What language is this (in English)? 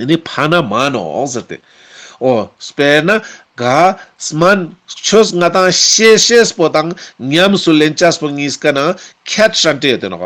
Ladakhi